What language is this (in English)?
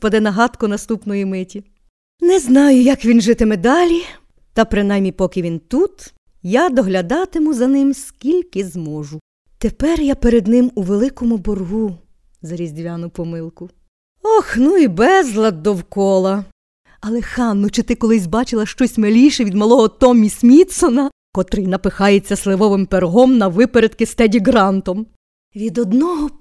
Ukrainian